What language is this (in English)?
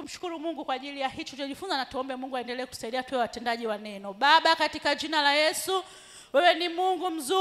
Swahili